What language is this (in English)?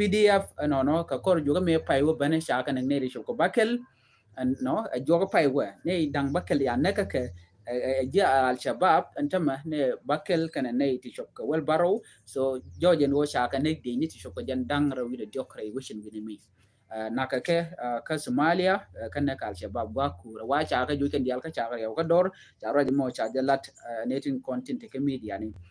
Nuer